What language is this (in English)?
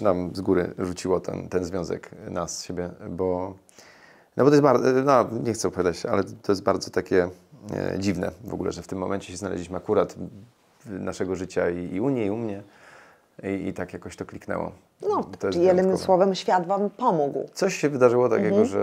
Polish